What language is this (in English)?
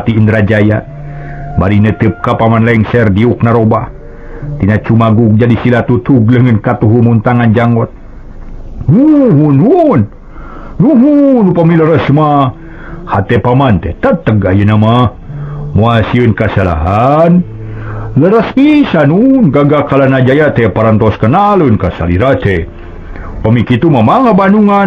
Sundanese